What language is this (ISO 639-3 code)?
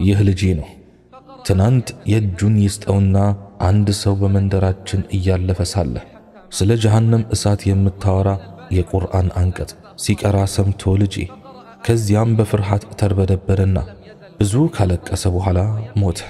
amh